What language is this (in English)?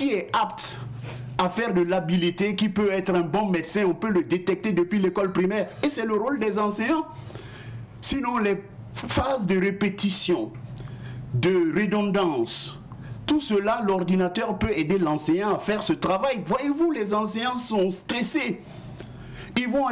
French